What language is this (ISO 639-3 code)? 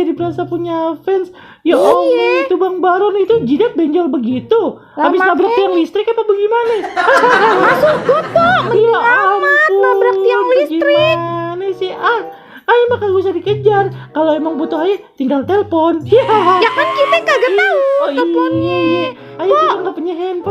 bew